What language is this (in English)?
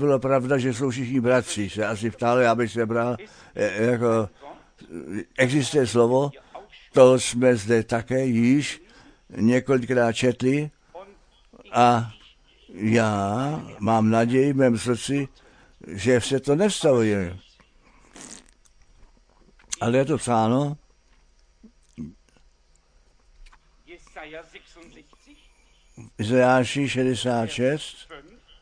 Czech